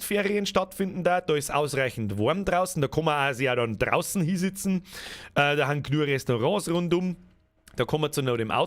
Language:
Bavarian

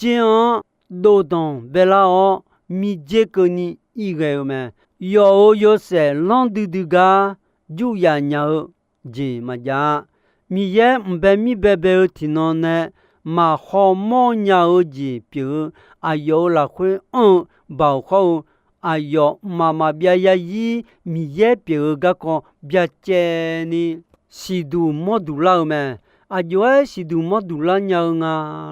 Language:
Akha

